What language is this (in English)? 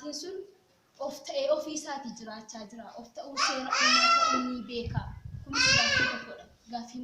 Oromo